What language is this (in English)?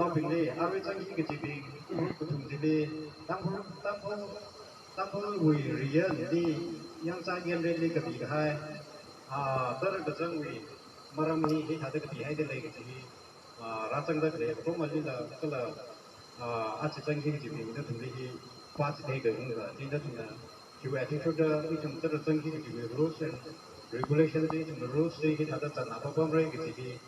Tangkhul Naga (India)